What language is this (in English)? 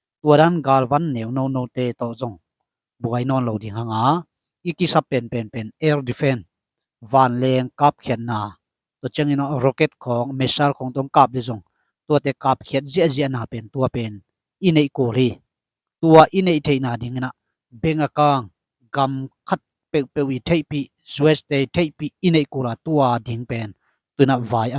Tedim Chin